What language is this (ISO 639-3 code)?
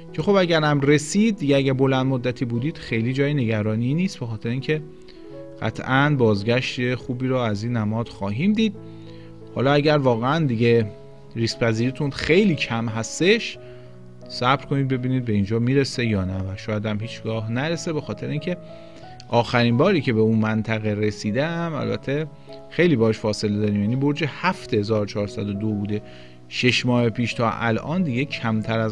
fas